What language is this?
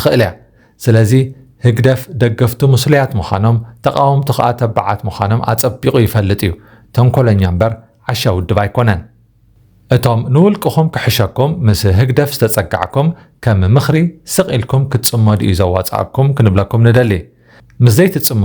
Tigrinya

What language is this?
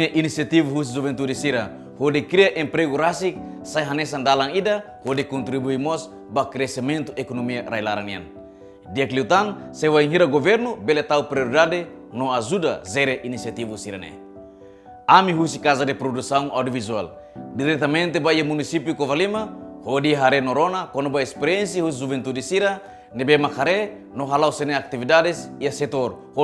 Tetum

